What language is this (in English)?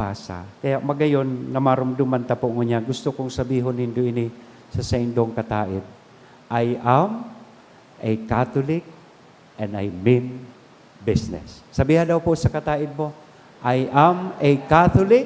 Bikol